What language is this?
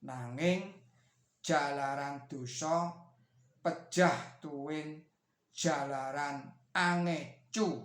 Javanese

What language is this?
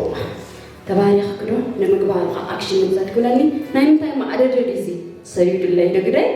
Tigrinya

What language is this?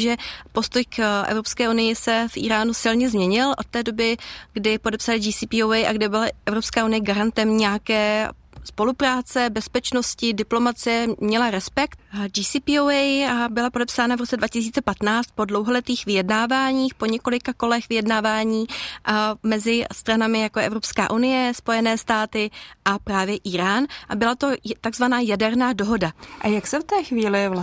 Czech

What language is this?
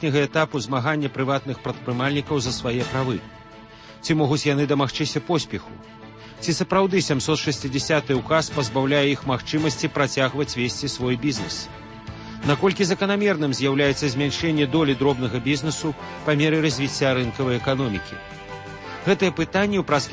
Belarusian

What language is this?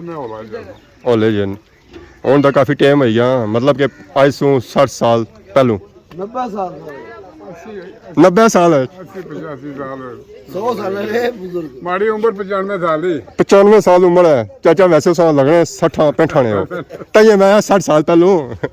Pahari-Potwari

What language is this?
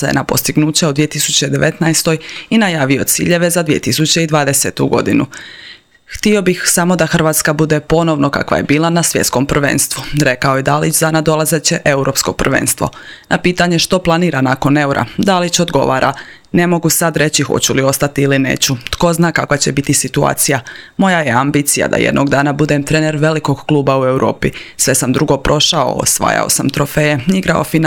Croatian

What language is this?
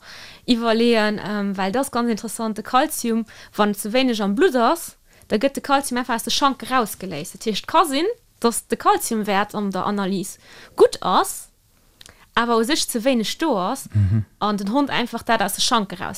Luxembourgish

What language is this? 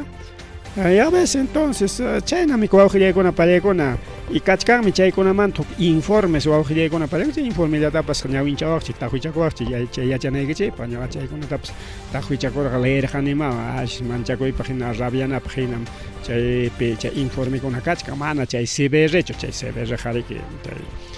Ayacucho Quechua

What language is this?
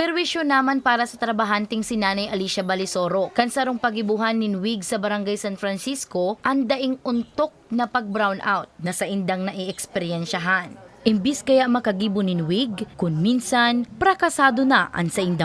Bikol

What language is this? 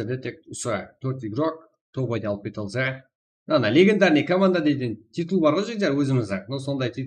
Kara-Kalpak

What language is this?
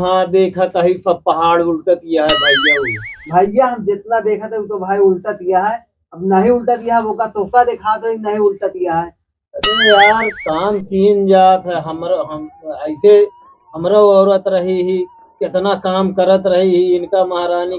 Awadhi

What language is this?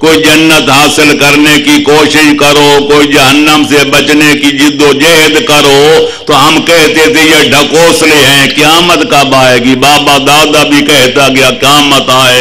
Urdu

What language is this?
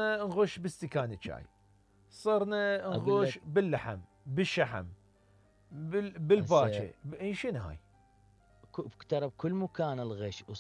Mesopotamian Arabic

